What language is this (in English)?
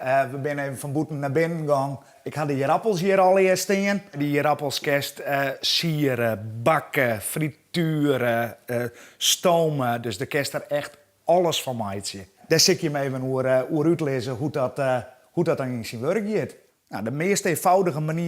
Western Frisian